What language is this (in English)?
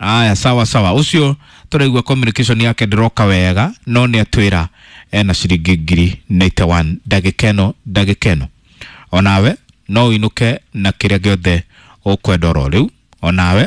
Kikuyu